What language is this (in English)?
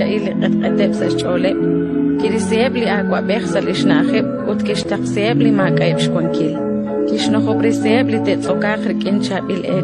Kekchí